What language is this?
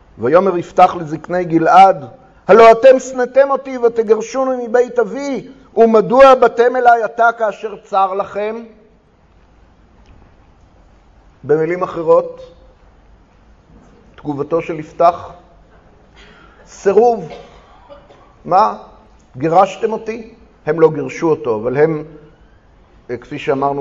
Hebrew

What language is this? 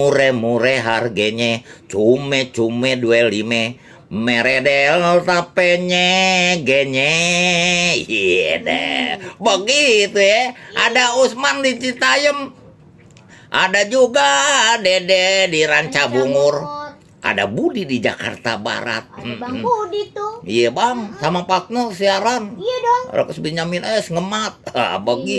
Betawi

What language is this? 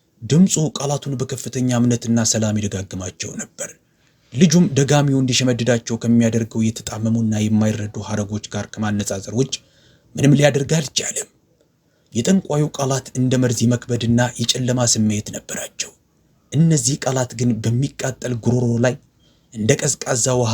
Amharic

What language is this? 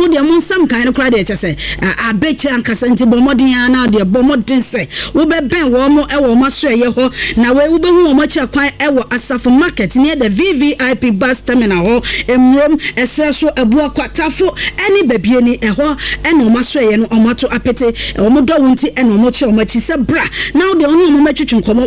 Akan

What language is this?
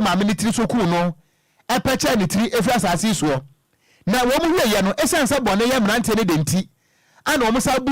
Akan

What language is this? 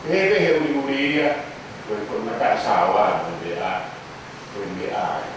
Tongan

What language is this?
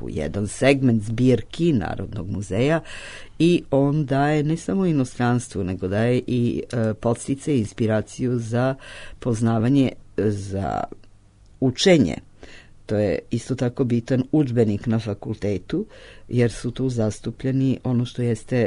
Serbian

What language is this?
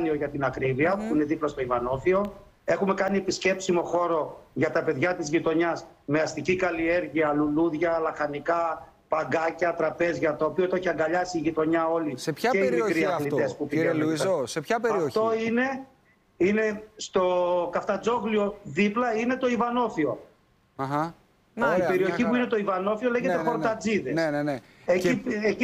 Greek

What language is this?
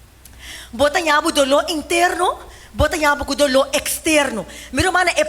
Papiamento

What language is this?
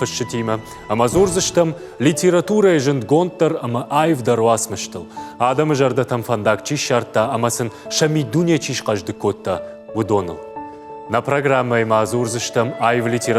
Ossetic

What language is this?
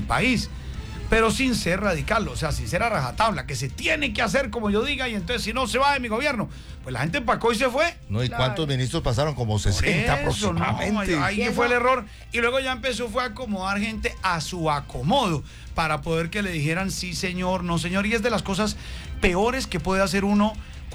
Spanish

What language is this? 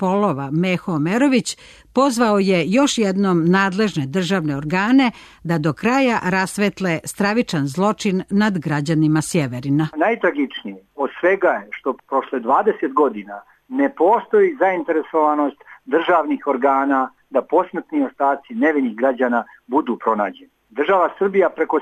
Serbian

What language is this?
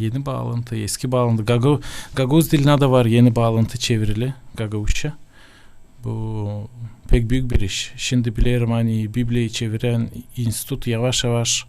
Gagauz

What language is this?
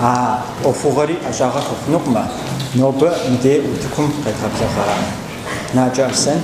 Kabardian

